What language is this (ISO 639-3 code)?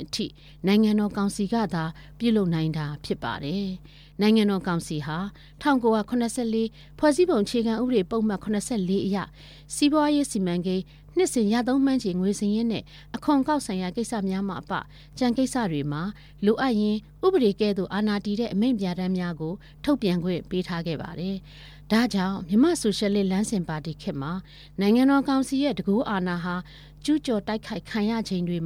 mya